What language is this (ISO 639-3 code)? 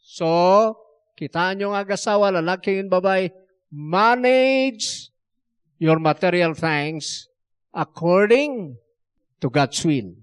ilo